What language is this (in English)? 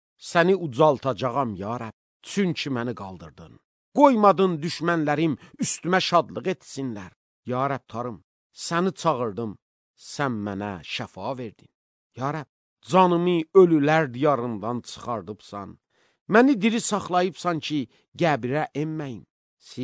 Azerbaijani